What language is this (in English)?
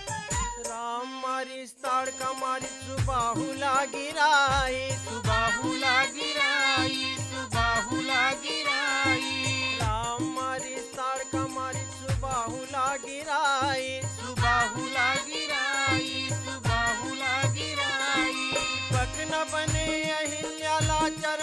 Chhattisgarhi